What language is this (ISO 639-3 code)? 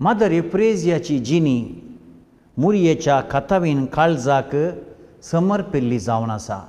kok